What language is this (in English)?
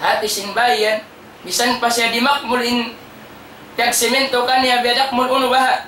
Tausug